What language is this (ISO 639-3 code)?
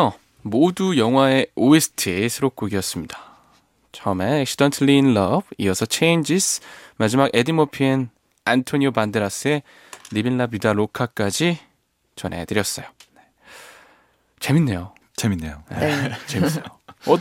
kor